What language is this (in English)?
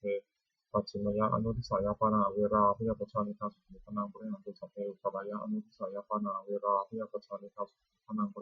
Pali